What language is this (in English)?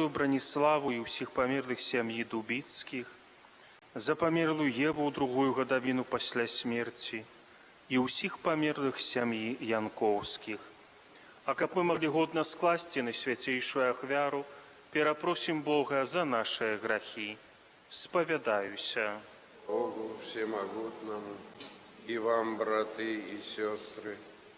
Belarusian